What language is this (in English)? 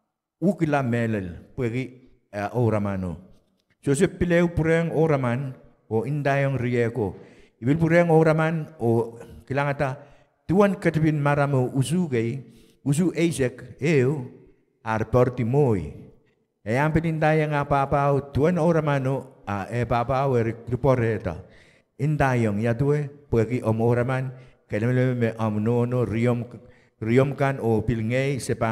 Pohnpeian